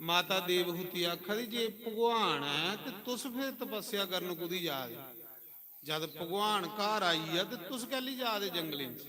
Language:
Dogri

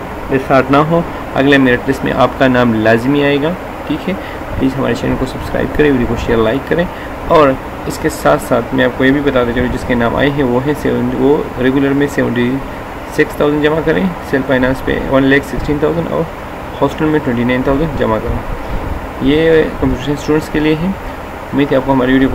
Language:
Urdu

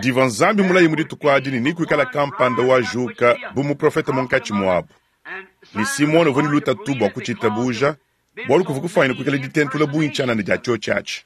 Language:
Luba-Lulua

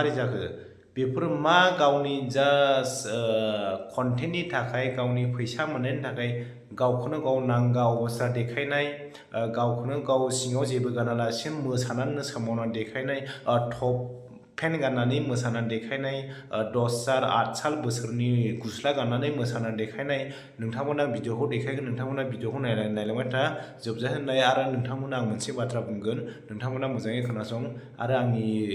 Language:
Bodo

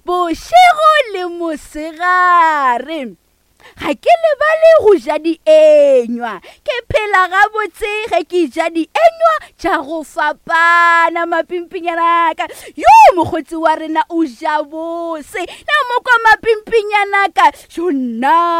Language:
Northern Sotho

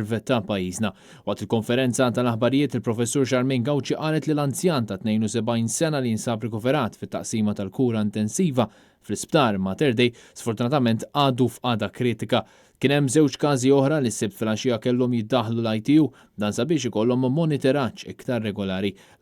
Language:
Maltese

